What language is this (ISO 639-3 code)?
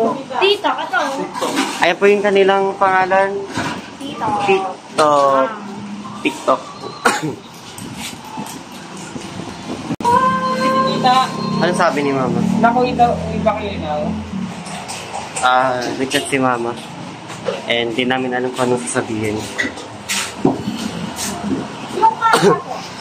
fil